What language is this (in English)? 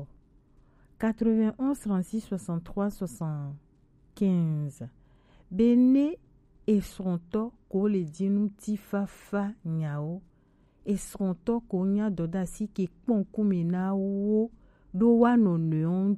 Gen